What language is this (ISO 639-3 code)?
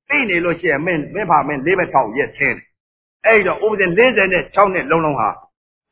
mya